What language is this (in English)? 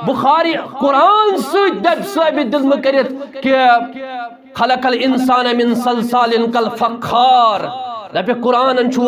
Kashmiri